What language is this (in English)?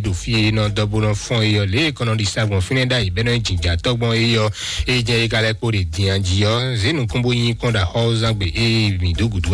Fon